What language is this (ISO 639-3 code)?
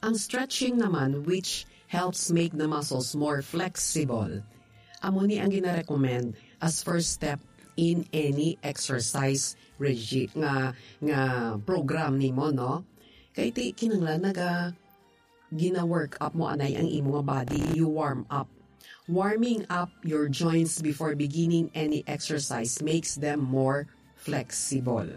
hil